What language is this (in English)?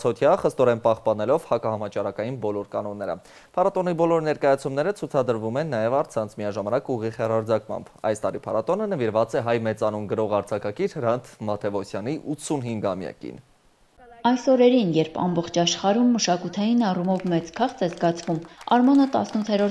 Armenian